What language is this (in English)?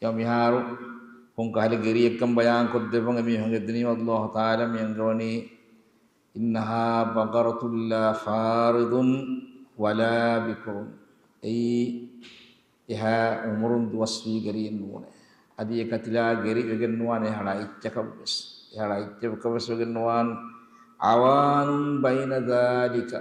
Divehi